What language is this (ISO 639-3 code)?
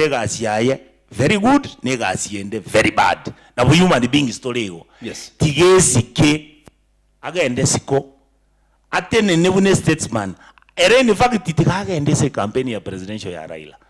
guz